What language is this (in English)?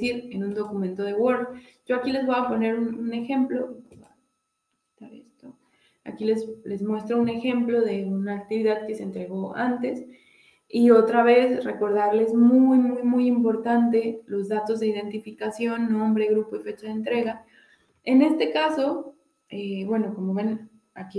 Spanish